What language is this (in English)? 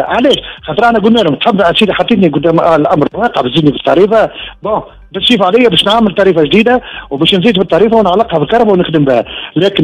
Tunisian Arabic